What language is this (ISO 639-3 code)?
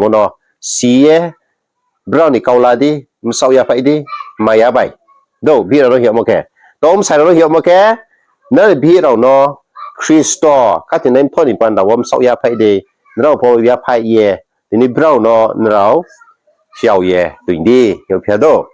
ria